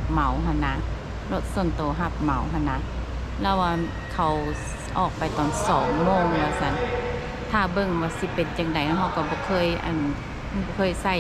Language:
Lao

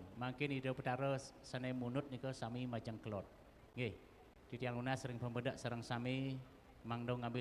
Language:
Balinese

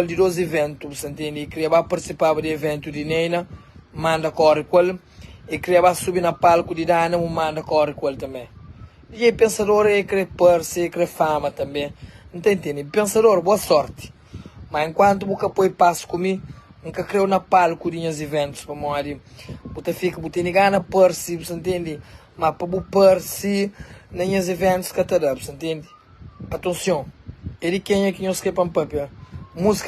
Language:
Kabuverdianu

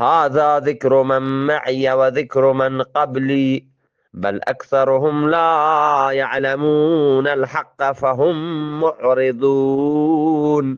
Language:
Eastern Balochi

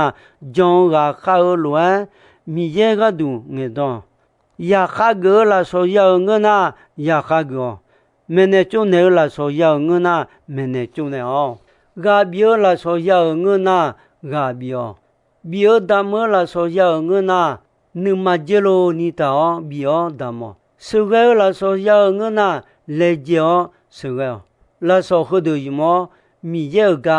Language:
Akha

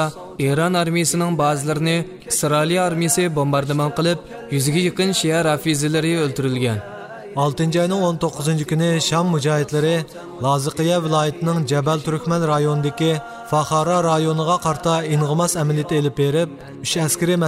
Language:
Uyghur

